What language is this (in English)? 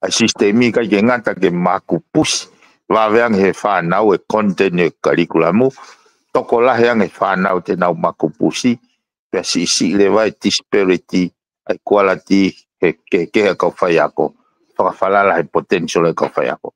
Tongan